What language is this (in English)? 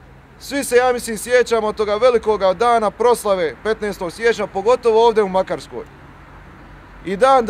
Croatian